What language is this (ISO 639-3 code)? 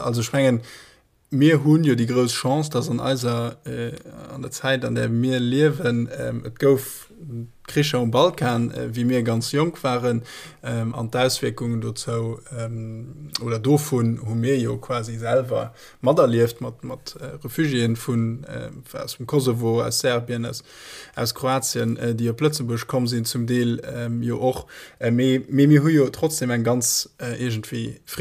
ltz